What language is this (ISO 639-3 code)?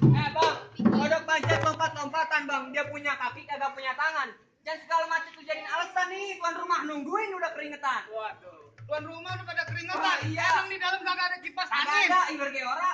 bew